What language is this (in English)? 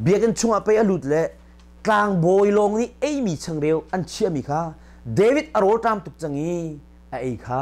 Hakha Chin